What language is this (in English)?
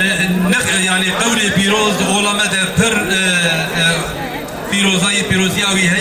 Kurdish